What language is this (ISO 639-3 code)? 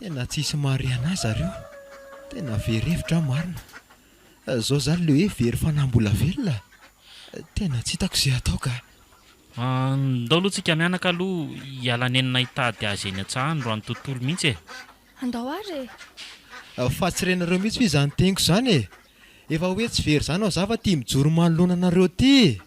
mlg